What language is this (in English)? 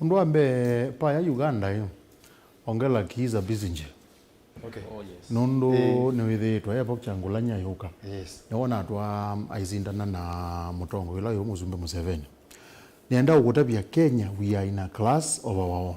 Kamba